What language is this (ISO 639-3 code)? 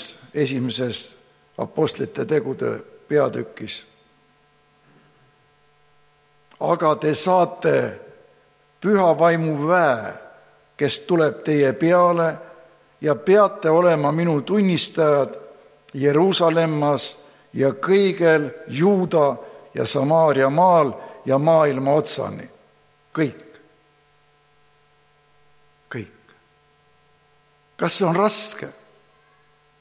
est